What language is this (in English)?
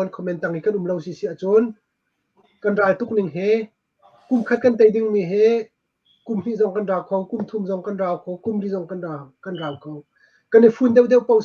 Hakha Chin